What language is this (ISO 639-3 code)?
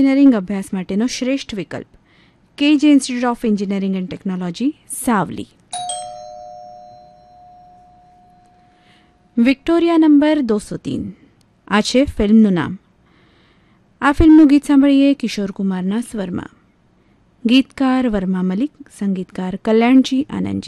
guj